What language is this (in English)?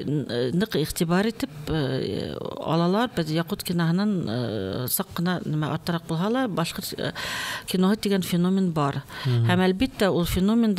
Bashkir